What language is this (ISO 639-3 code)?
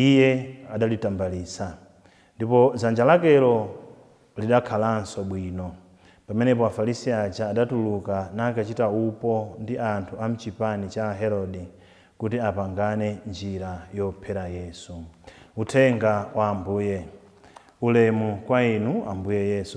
nya